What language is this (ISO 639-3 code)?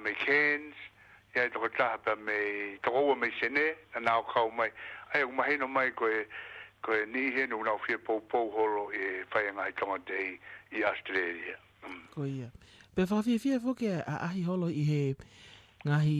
ton